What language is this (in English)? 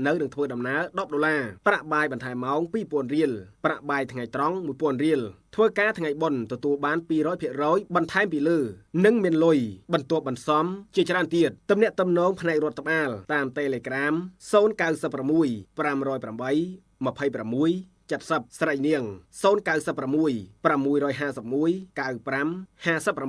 Khmer